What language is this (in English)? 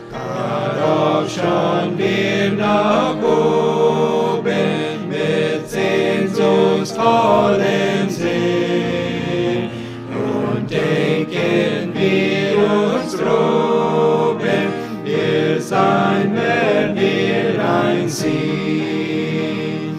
Plautdietsch